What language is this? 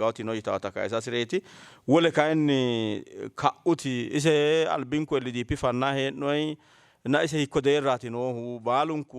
Sidamo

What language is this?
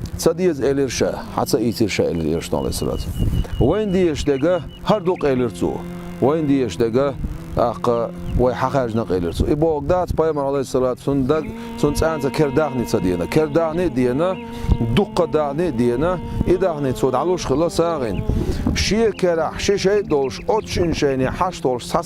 Chechen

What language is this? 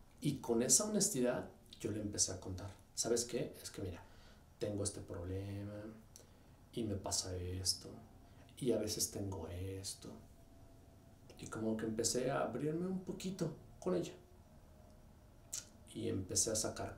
Spanish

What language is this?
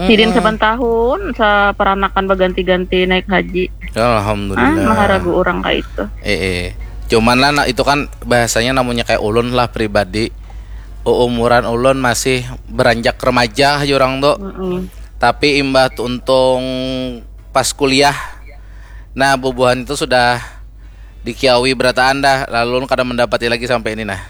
Banjar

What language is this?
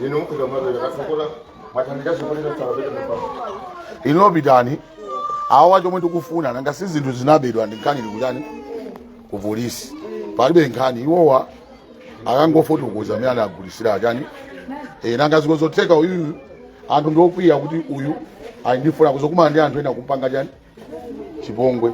Nyanja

